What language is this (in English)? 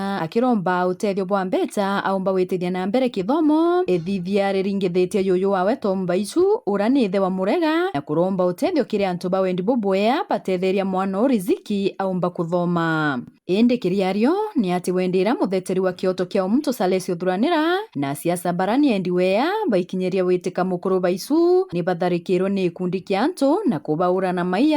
Meru